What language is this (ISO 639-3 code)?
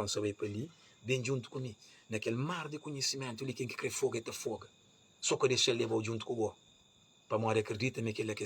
kea